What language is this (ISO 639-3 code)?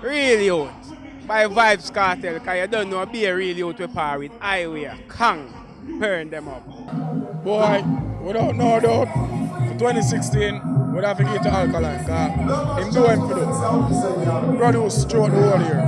jam